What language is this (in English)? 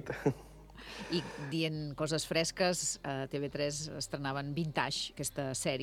Catalan